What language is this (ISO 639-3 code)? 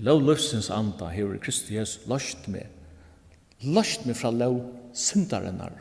fao